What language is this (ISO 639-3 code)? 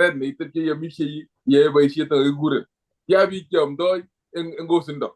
kln